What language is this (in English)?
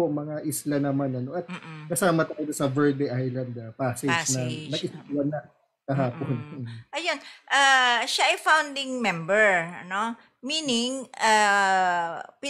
Filipino